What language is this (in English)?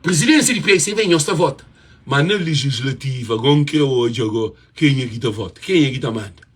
Kabuverdianu